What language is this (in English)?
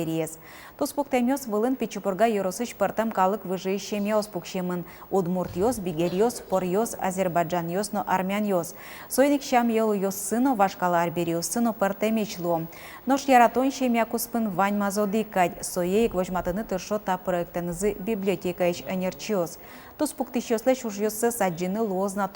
Udmurt